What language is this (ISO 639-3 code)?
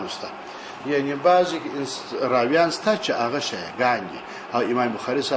pus